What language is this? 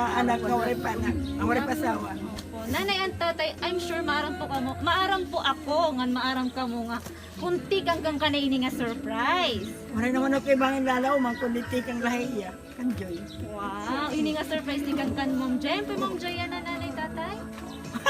Waray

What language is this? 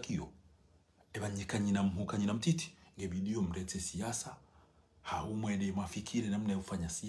Ngazidja Comorian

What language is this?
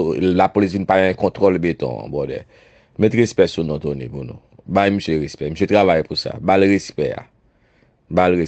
Haitian Creole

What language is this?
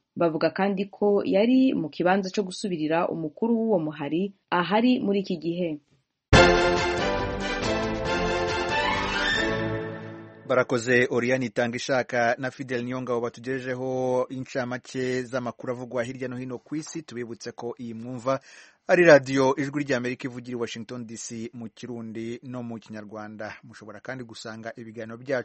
Kinyarwanda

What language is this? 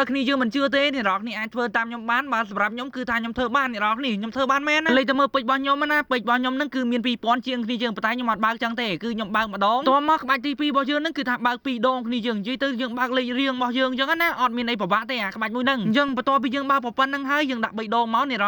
Khmer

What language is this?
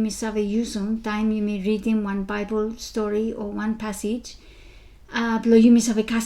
Bislama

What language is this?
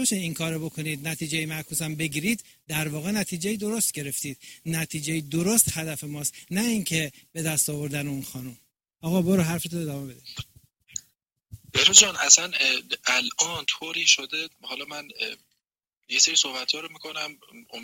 Persian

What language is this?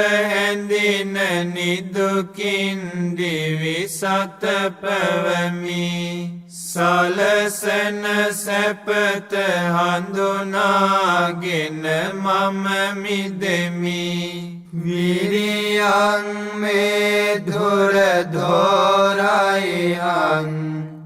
Sinhala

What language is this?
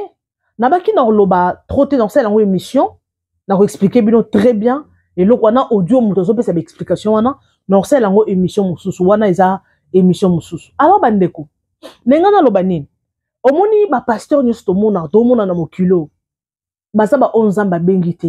Lingala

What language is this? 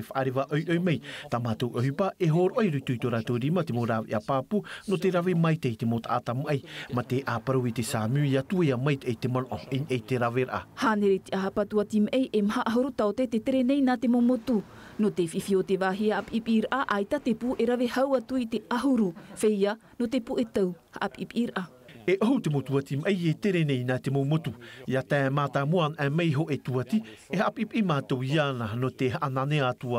Tahitian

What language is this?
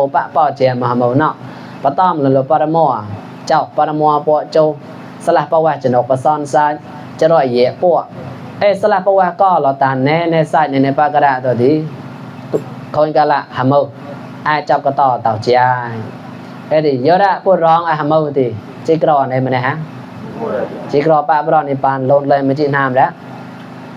Mon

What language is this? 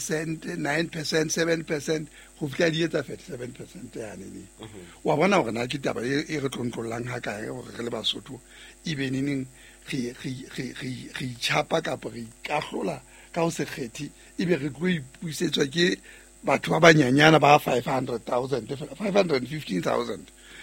Southern Sotho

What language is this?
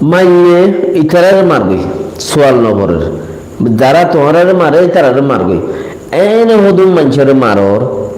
Rohingya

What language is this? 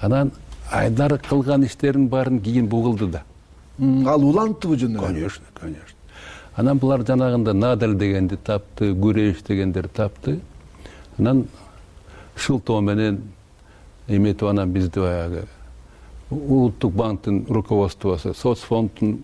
Kyrgyz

